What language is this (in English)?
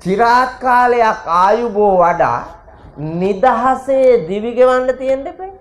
Sinhala